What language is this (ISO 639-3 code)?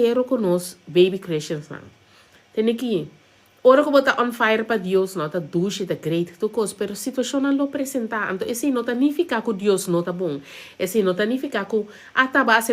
pap